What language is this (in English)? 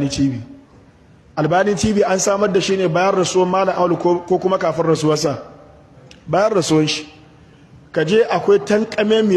Hausa